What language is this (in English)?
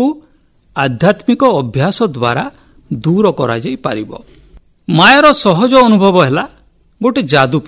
Odia